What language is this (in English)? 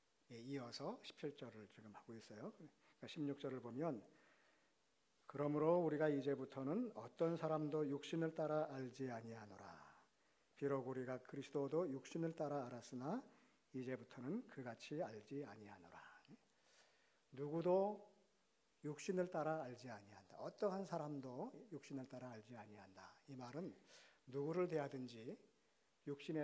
Korean